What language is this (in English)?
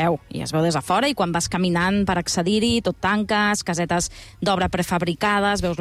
Catalan